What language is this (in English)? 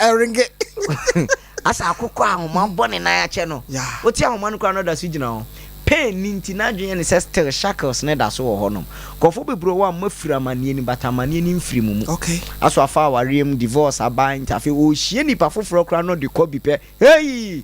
Akan